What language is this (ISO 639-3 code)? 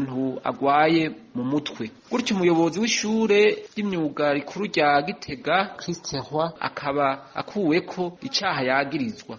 run